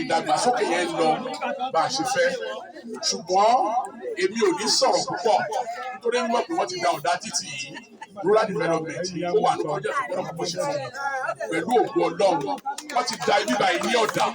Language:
Yoruba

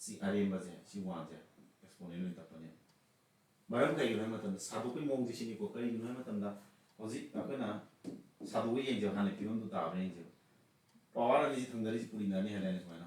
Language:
Manipuri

